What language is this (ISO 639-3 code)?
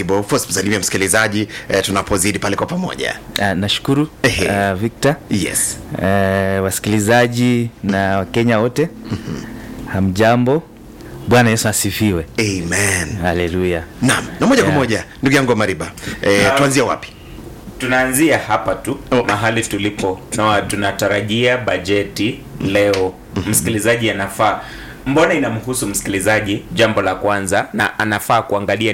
swa